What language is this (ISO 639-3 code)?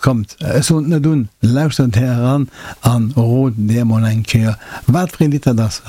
ltz